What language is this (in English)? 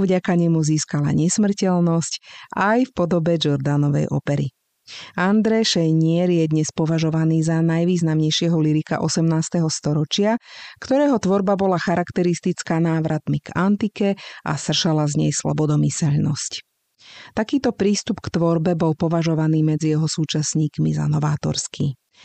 Slovak